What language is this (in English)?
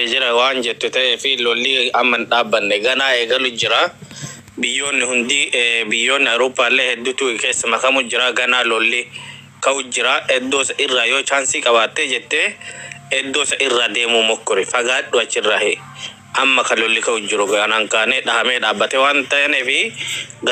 Oromo